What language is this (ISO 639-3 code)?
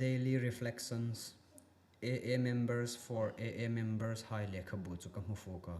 hmr